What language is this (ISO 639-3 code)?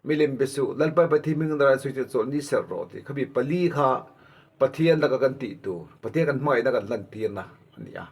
lus